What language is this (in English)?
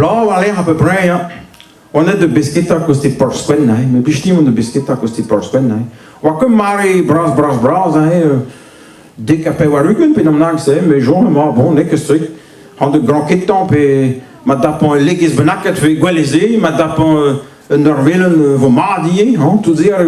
Breton